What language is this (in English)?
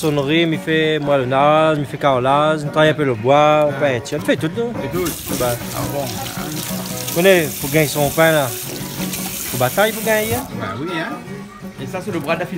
Réunion Creole French